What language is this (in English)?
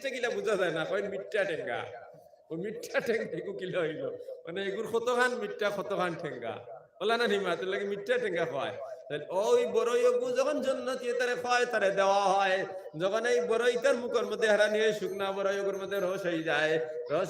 Sylheti